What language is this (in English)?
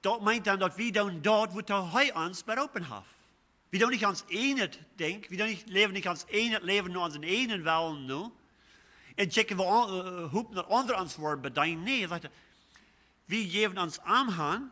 Plautdietsch